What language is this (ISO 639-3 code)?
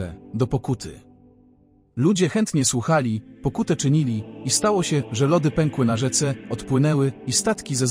pol